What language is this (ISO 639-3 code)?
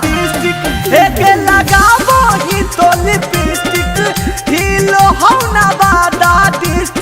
mag